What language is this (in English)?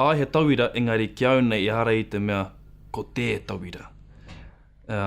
Māori